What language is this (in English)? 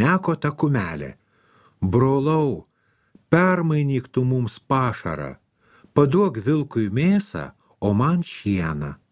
Lithuanian